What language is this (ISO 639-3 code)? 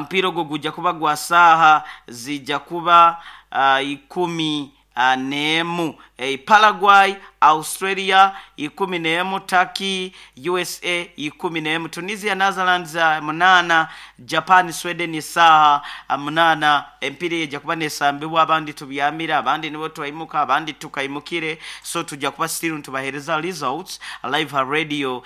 nyn